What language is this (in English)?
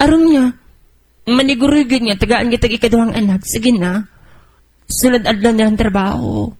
Cebuano